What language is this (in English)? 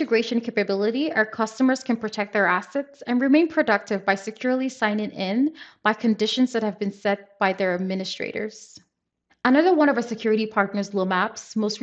English